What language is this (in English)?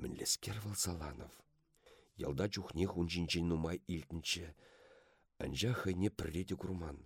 Chuvash